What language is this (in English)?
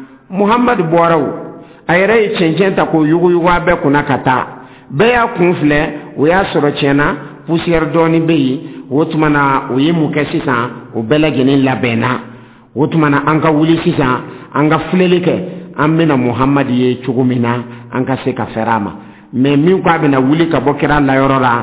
Dyula